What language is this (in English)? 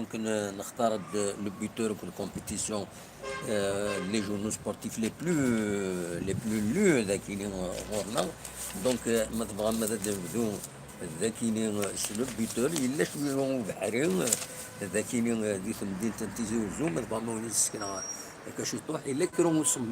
Kabyle